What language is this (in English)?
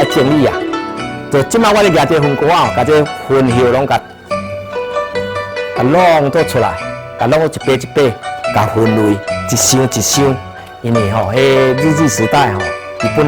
Min Nan Chinese